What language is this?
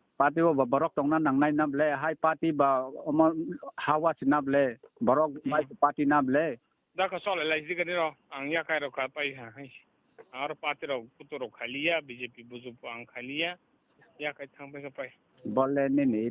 Kok Borok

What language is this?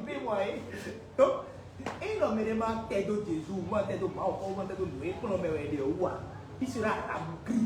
Fon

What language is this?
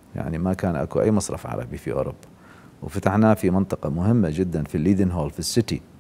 Mesopotamian Arabic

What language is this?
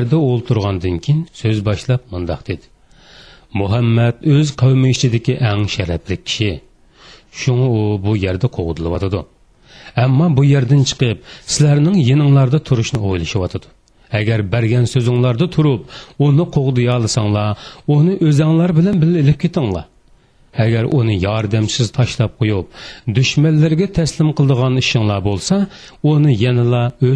Uyghur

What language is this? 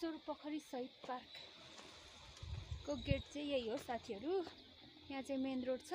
Nepali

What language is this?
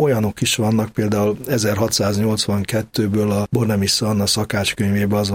Hungarian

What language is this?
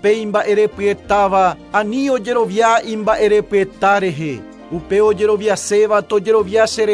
Guarani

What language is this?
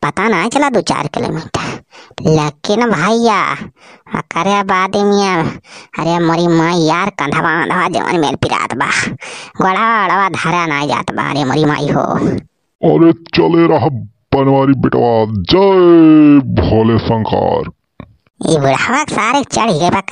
Awadhi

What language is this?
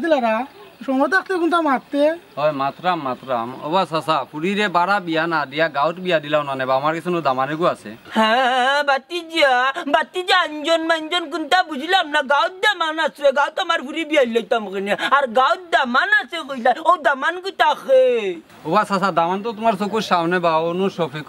Sylheti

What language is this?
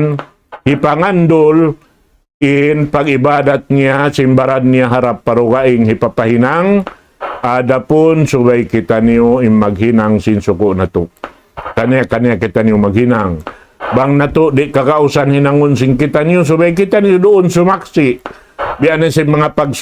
Tausug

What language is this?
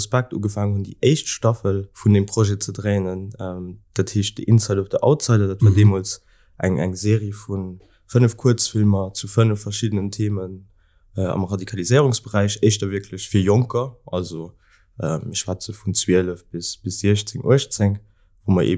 Luxembourgish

